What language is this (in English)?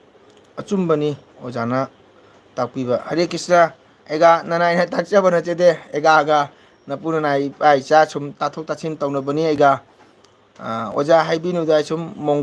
Manipuri